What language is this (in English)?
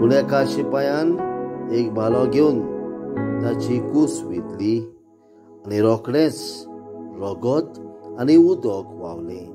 Konkani